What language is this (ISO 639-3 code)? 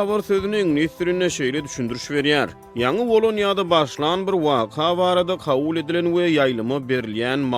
tuk